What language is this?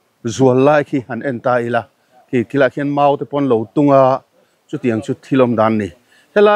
Mizo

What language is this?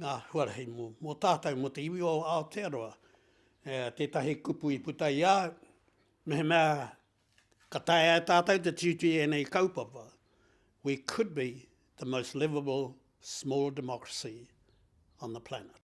Māori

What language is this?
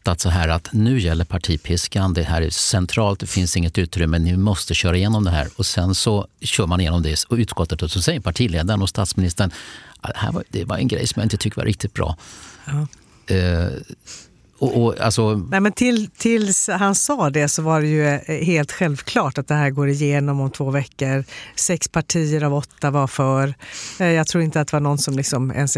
Swedish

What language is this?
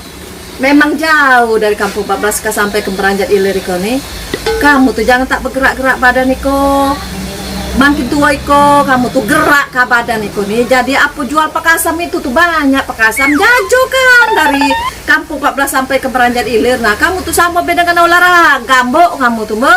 Musi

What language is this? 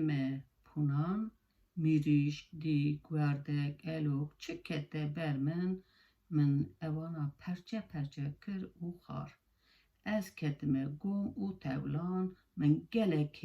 Kurdish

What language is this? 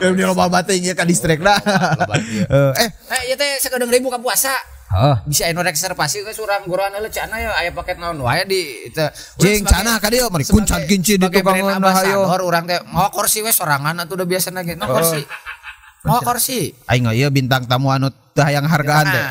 Sundanese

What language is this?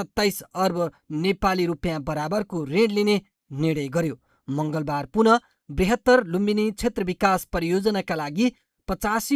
Nepali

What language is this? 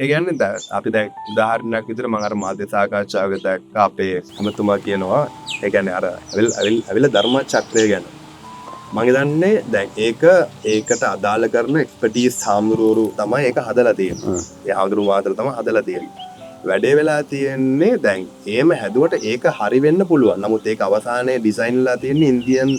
Sinhala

